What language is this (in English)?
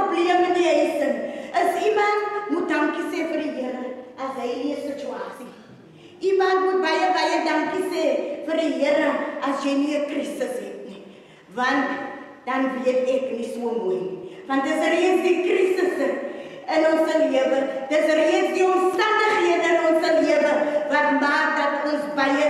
Afrikaans